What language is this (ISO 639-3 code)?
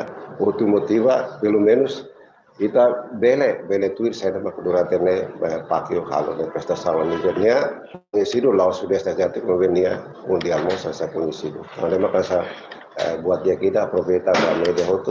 tet